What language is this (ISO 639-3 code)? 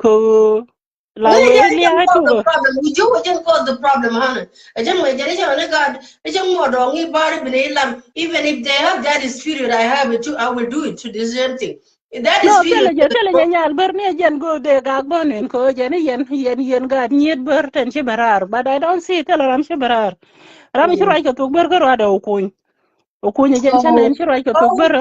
nus